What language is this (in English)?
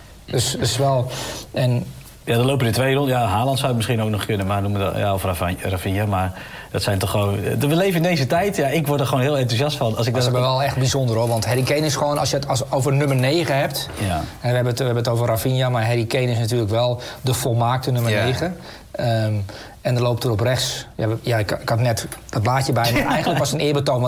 Dutch